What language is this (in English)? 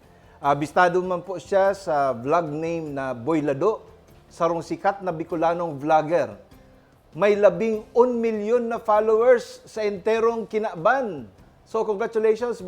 Bikol